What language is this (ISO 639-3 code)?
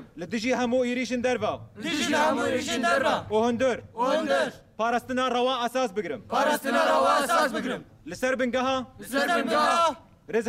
kur